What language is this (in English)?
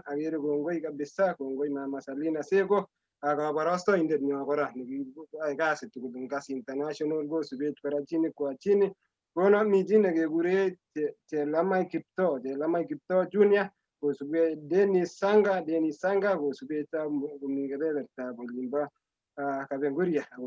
Kalenjin